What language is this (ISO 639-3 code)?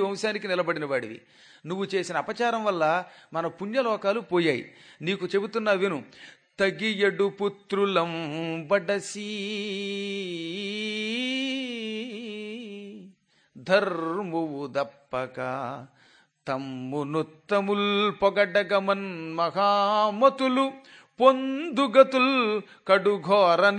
tel